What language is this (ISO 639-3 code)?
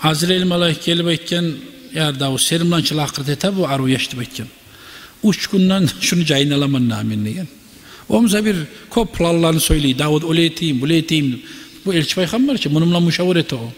kum